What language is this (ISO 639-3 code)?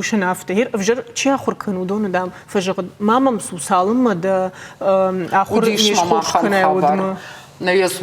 oss